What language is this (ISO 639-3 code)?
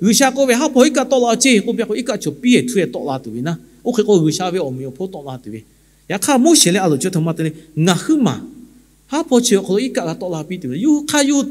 lhu